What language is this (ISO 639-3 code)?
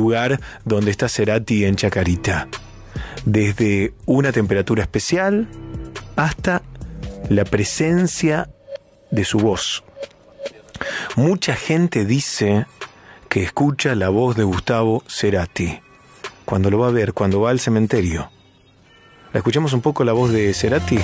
spa